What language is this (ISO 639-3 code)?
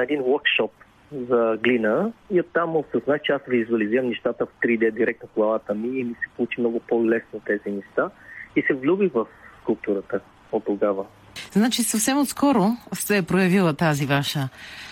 bul